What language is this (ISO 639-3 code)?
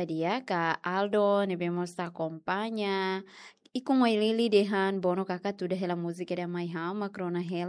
tet